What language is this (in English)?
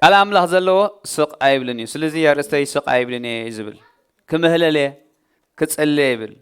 Tigrinya